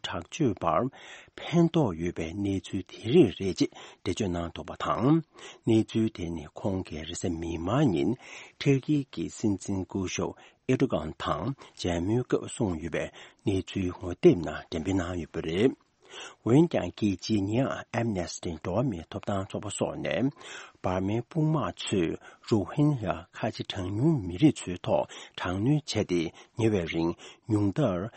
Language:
Tibetan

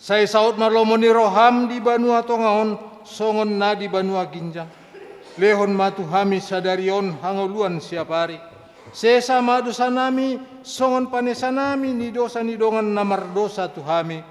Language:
Batak Toba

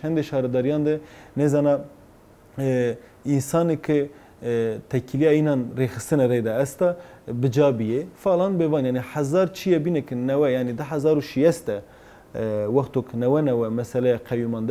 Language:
Zaza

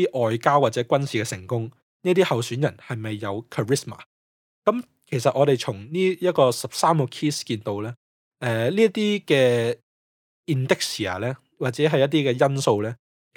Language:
Cantonese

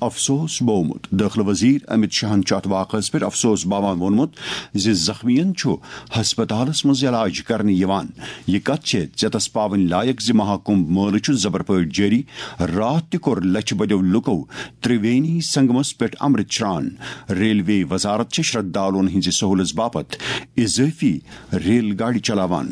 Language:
Kashmiri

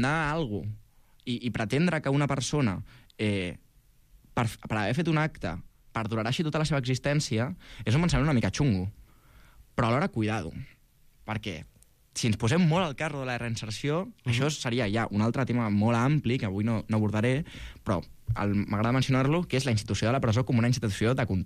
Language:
Catalan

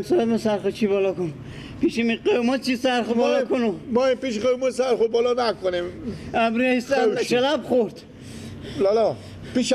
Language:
Persian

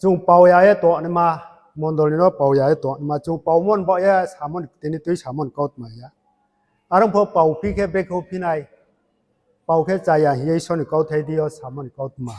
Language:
Riang (India)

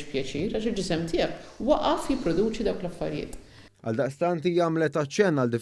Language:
Maltese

